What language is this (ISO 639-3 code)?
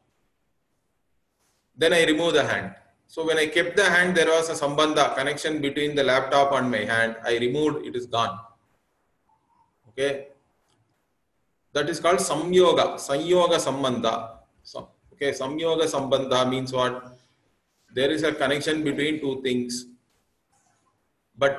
eng